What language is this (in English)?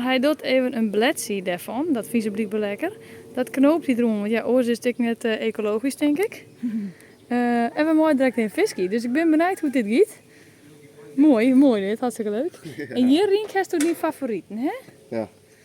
Western Frisian